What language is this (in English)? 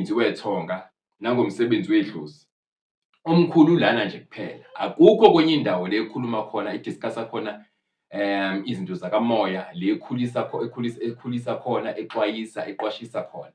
Zulu